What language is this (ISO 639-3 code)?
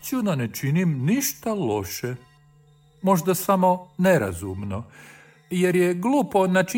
hrv